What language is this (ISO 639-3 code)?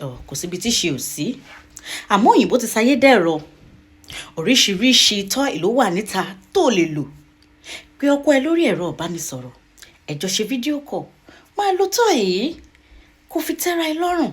yor